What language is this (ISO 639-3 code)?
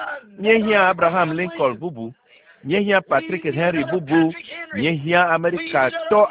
ewe